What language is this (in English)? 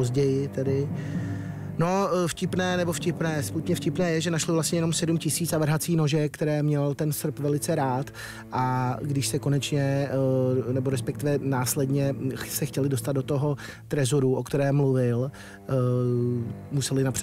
Czech